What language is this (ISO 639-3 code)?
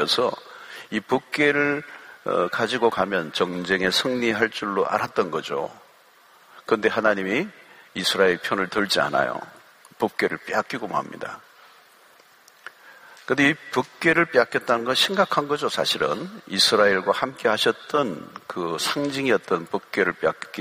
kor